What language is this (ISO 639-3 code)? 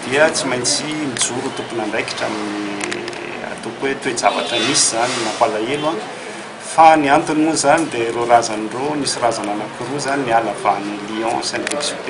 mlg